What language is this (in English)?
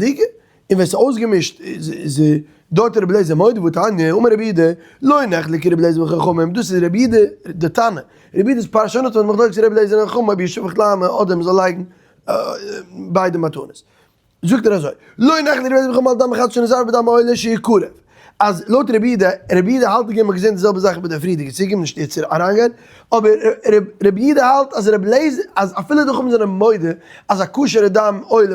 Yiddish